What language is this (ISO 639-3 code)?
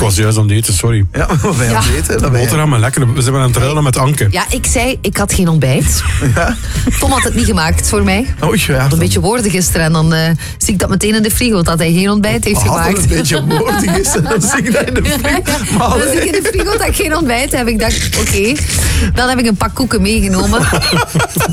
nld